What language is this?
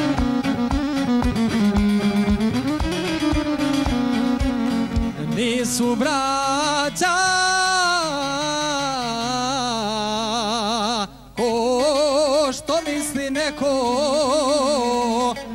Croatian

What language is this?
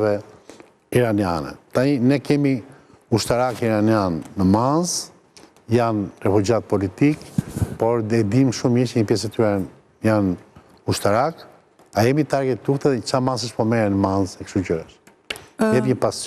Albanian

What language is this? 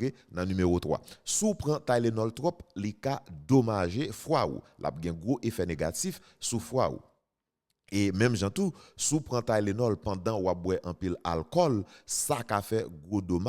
Haitian Creole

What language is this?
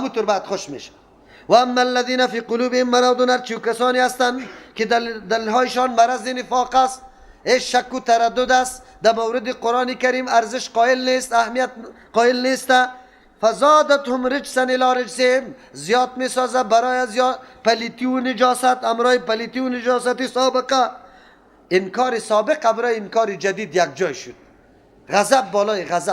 Persian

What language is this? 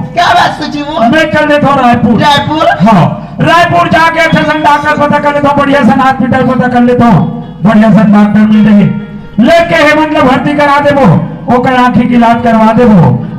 Chhattisgarhi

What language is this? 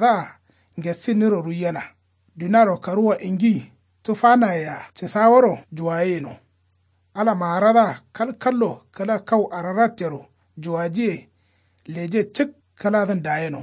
Kanuri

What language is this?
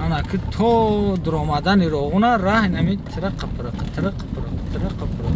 Tajik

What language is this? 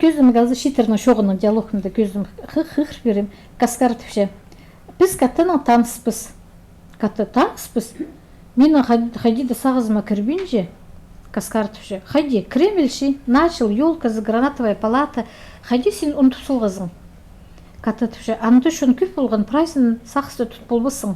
Khakas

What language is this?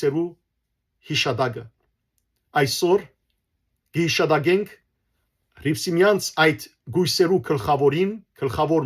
Western Armenian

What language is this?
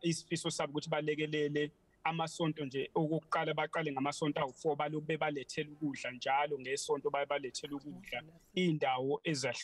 Zulu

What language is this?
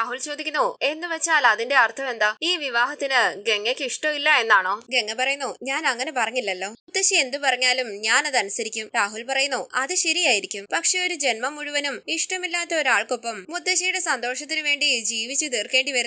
Malayalam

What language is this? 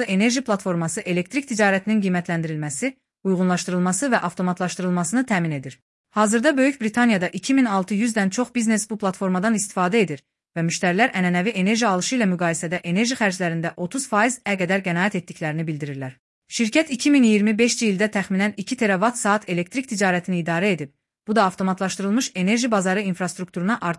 Azerbaijani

